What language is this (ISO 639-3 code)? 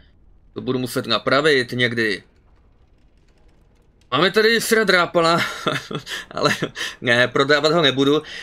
ces